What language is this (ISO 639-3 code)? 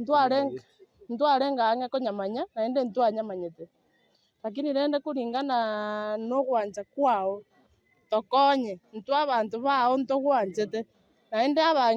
guz